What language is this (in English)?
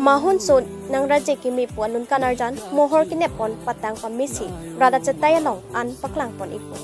Karbi